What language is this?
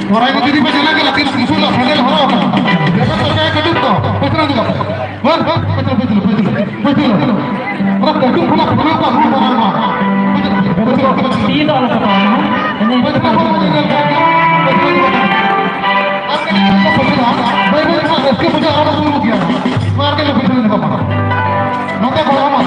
Santali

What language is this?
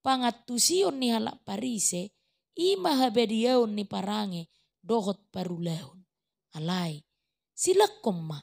Batak Toba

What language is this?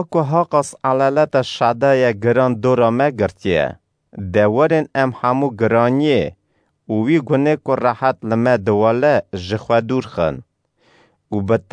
Kurdish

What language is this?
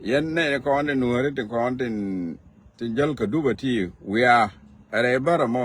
Nuer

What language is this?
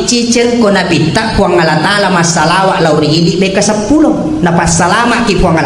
Buginese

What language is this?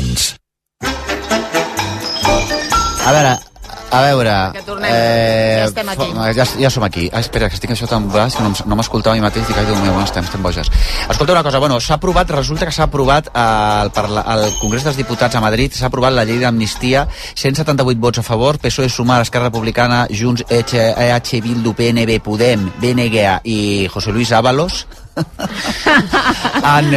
Catalan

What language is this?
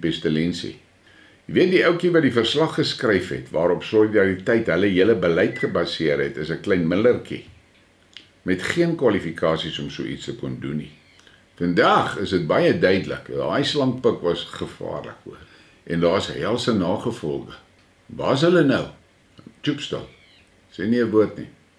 Afrikaans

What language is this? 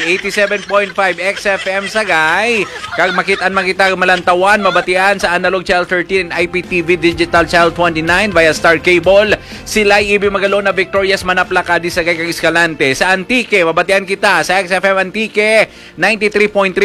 Hiligaynon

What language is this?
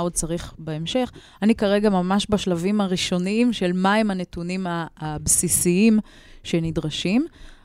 Hebrew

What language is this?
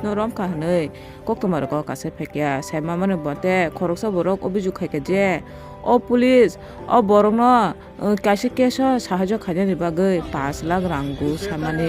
Kok Borok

